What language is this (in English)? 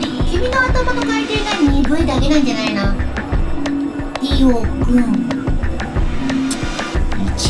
Japanese